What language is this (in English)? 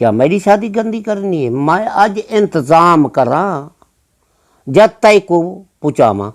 Saraiki